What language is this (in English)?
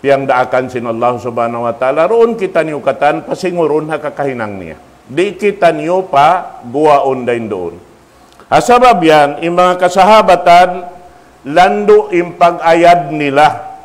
Tausug